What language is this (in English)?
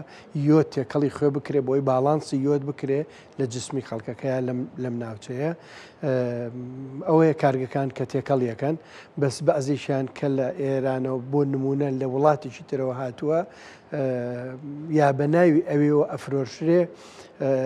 Central Kurdish